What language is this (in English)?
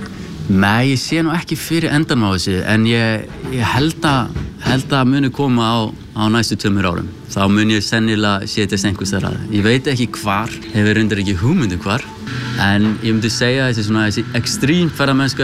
Icelandic